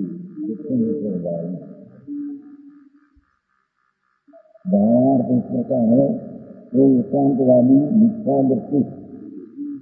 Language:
Hindi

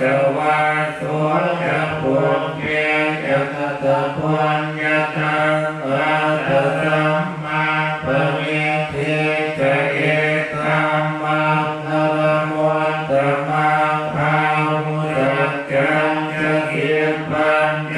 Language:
Pali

